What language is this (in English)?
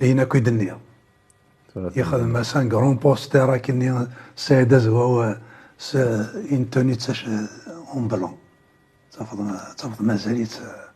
Kabyle